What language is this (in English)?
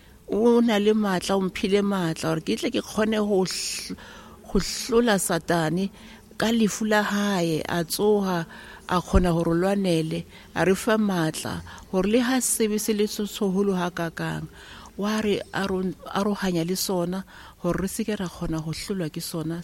Tswana